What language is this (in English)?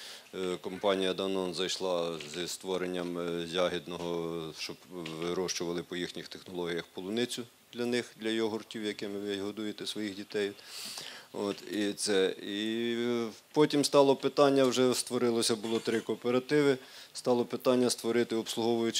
Ukrainian